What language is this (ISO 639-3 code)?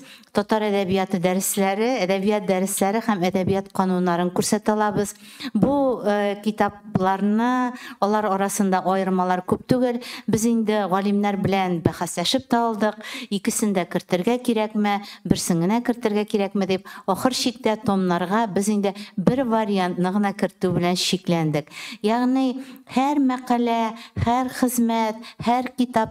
tat